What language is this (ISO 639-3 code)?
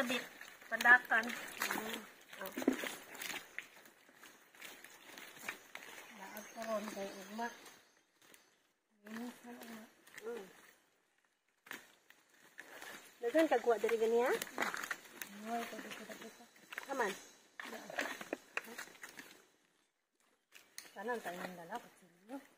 ceb